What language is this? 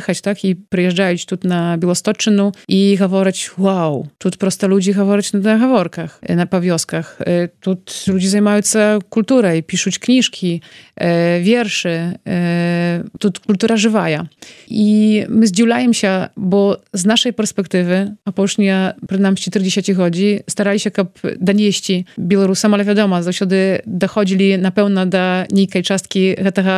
Belarusian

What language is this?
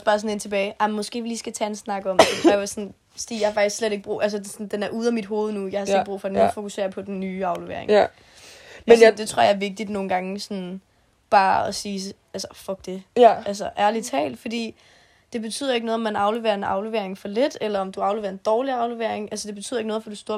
Danish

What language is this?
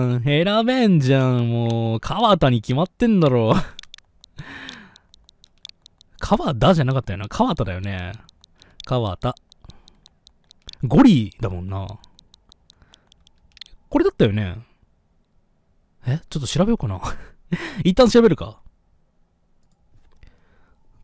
Japanese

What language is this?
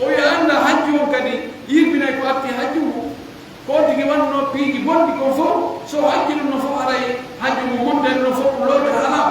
Pular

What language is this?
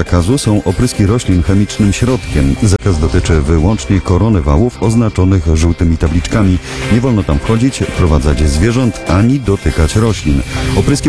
Polish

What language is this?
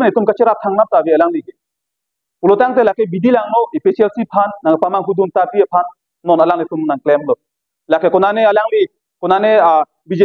Karbi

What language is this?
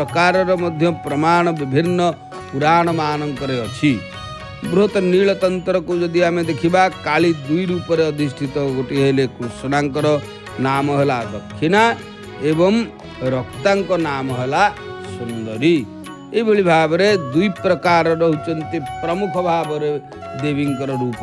Odia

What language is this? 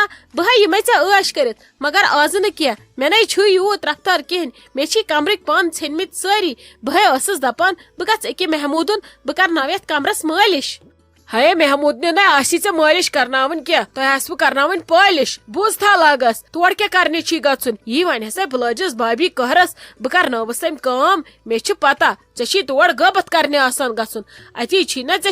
Kashmiri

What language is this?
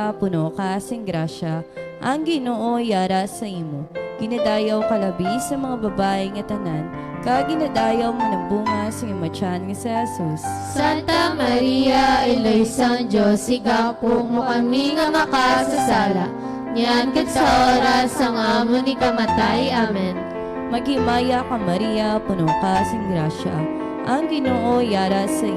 Hiligaynon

